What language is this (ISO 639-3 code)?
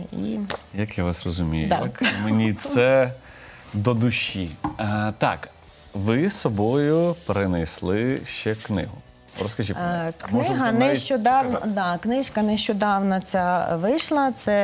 ukr